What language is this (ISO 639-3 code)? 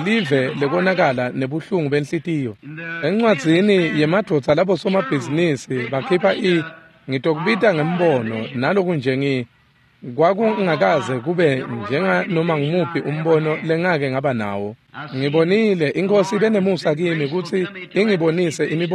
ssw